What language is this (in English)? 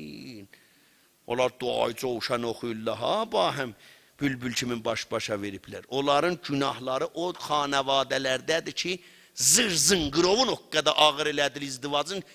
South Azerbaijani